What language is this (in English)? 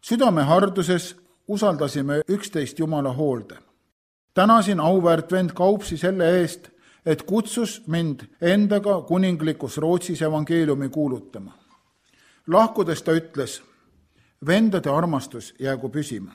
Estonian